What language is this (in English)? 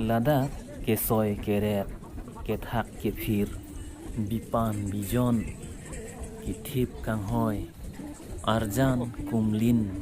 Karbi